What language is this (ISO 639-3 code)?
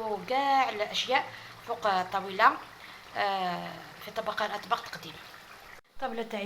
arq